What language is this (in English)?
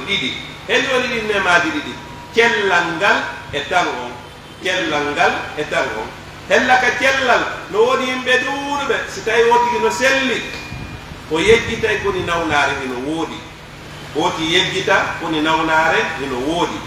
Fula